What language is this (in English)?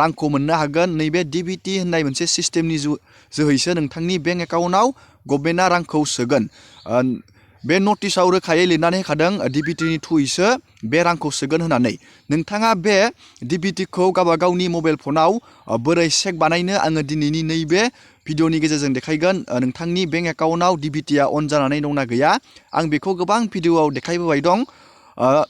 Bodo